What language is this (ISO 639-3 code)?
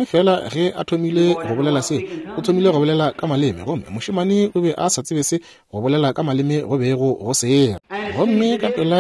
nso